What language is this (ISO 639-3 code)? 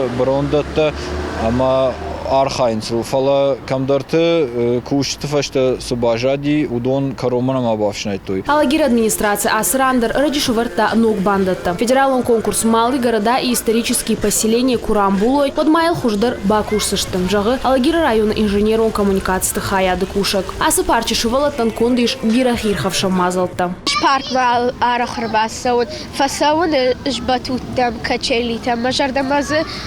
oss